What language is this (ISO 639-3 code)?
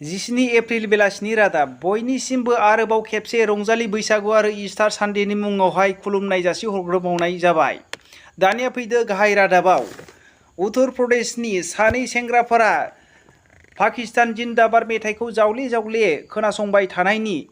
brx